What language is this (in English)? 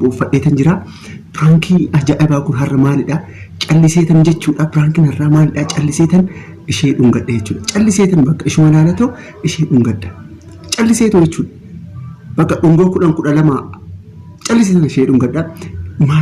Oromo